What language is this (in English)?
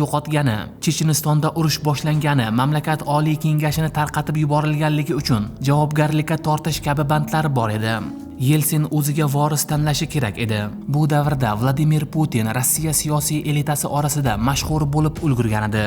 Uzbek